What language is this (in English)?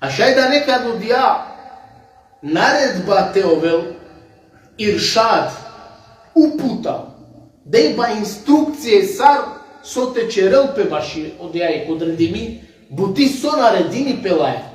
Balkan Romani